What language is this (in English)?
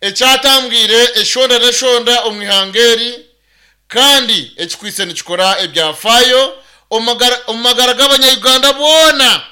Nyankole